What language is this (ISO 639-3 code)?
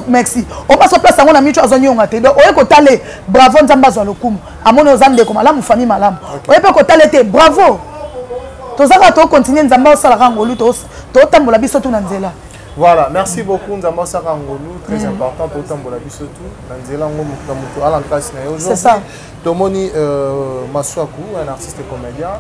lin